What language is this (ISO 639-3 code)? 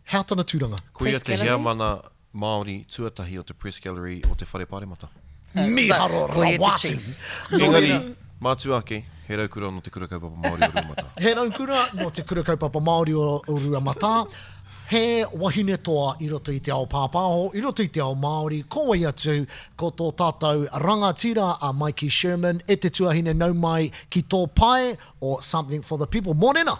mri